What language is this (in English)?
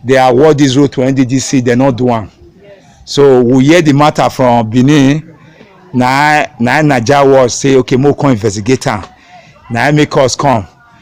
Nigerian Pidgin